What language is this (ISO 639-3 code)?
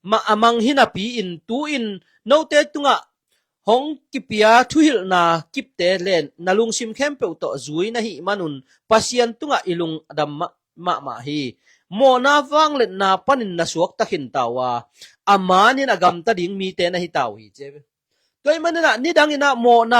ctd